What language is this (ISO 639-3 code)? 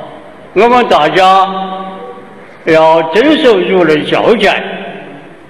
zho